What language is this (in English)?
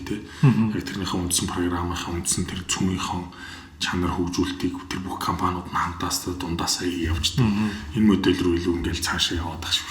Mongolian